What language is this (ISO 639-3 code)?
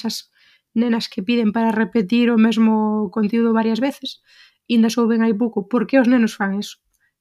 glg